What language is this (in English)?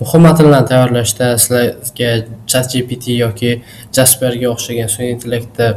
Uzbek